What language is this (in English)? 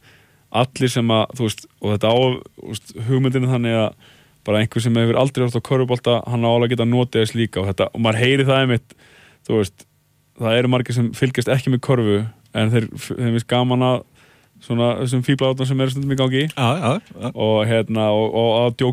Icelandic